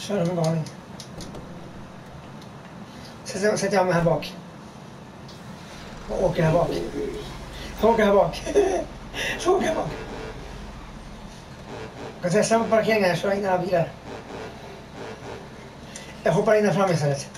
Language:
Swedish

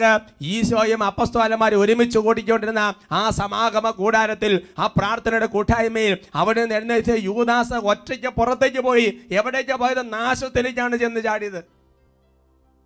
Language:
Malayalam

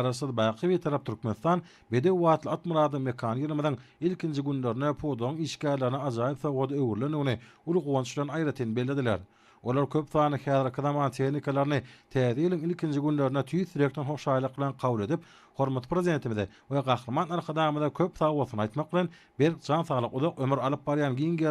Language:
Turkmen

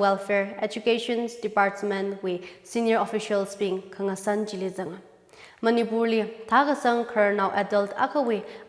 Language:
Tangkhul Naga (India)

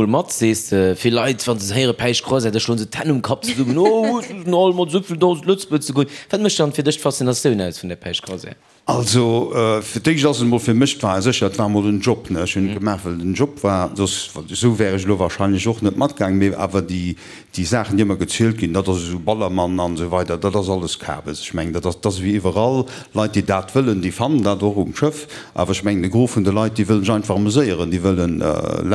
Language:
Luxembourgish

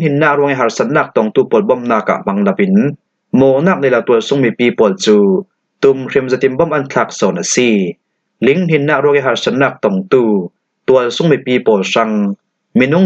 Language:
Falam Chin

